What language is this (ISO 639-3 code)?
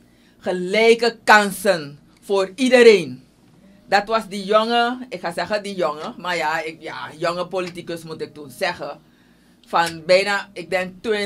nld